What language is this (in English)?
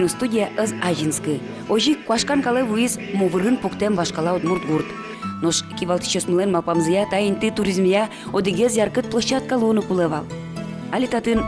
Udmurt